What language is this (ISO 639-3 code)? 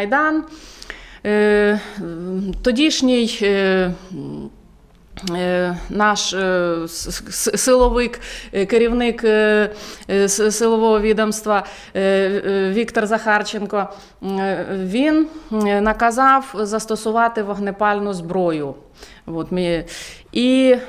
ukr